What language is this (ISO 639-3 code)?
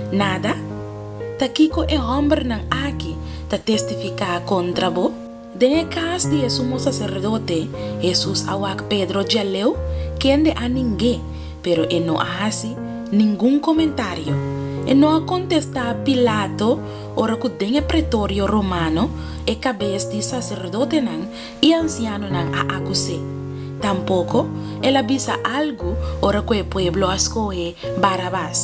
pap